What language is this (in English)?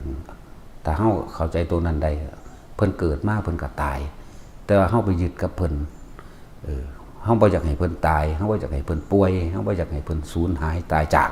Northeastern Thai